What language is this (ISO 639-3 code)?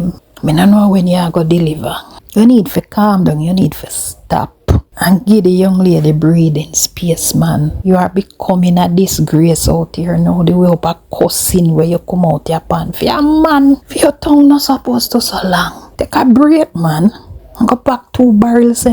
jam